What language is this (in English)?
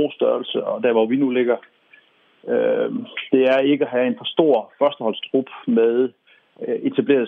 Danish